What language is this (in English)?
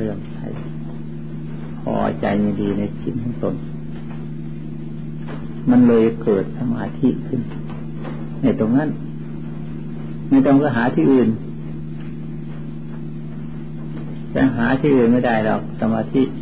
Thai